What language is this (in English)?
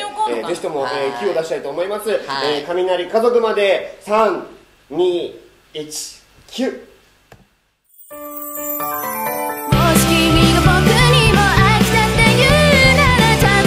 Japanese